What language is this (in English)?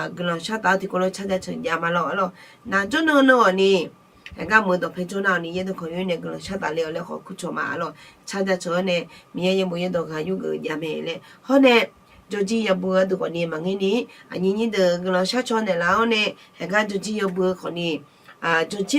Akha